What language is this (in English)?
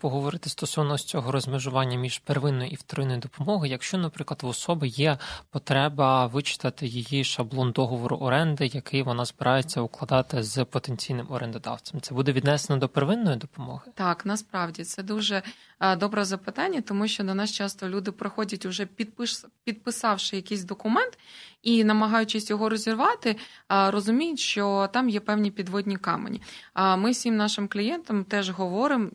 Ukrainian